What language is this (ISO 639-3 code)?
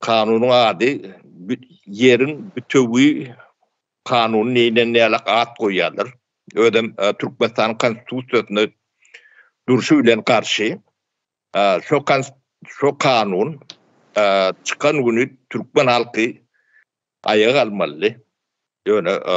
tuk